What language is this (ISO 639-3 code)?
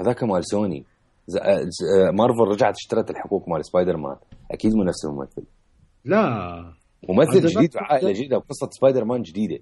acm